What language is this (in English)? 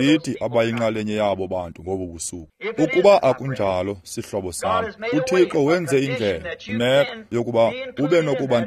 Xhosa